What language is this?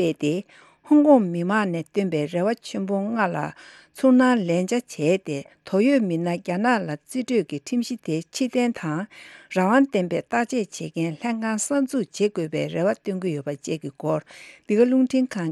Tibetan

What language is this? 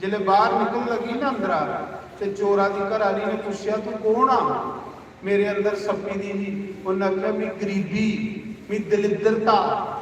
Dogri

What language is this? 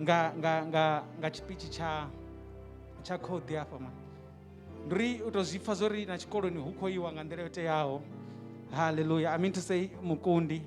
Venda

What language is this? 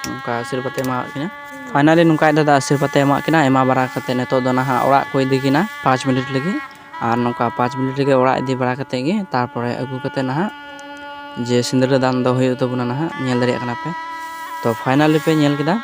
Santali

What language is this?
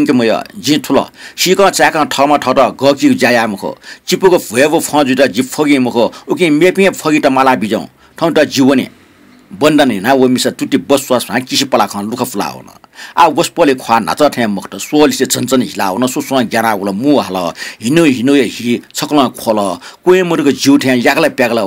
Newari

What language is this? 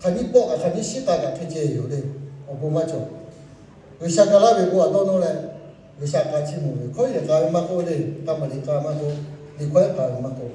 Lahu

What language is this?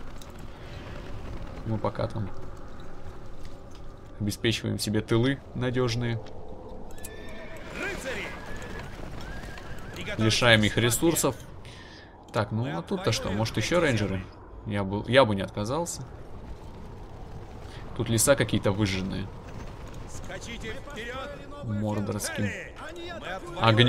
Russian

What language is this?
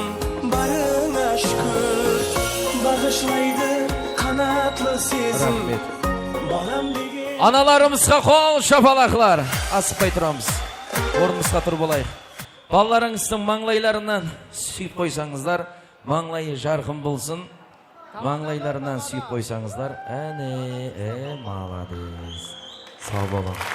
Kara-Kalpak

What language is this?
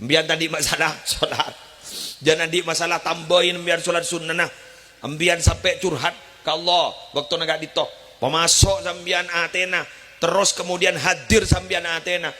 Madurese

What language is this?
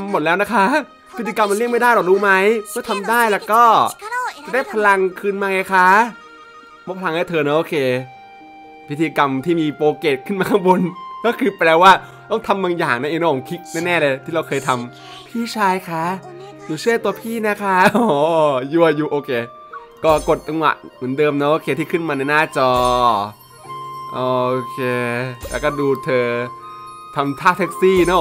Thai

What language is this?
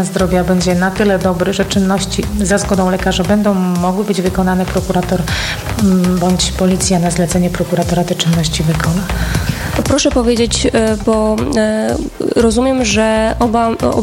Polish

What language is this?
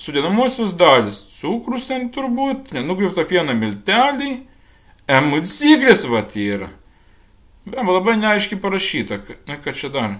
Lithuanian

